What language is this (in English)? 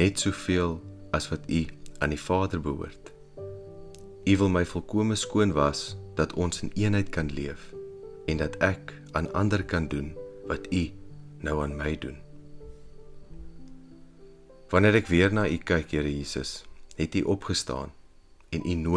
Afrikaans